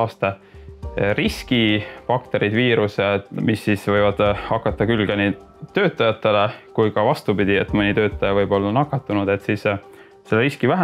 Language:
Estonian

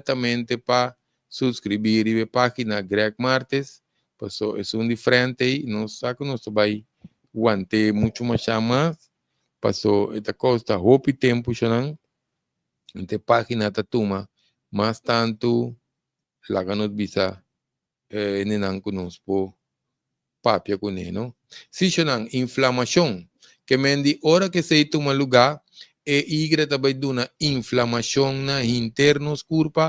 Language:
Papiamento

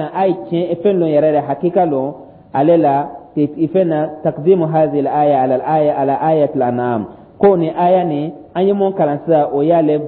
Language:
Dyula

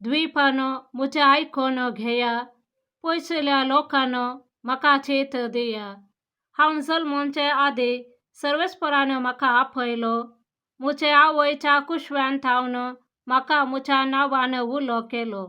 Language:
Konkani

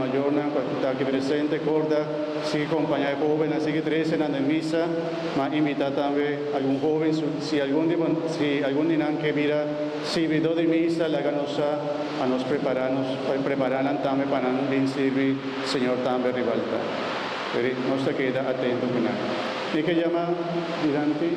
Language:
Papiamento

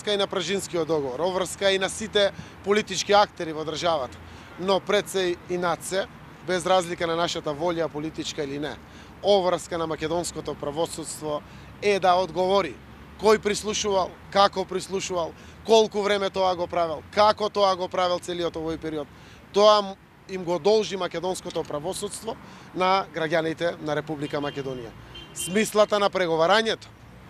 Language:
Macedonian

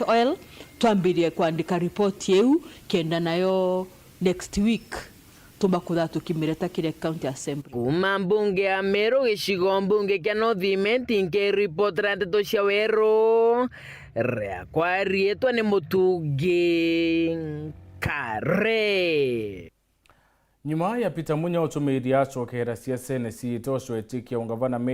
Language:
Meru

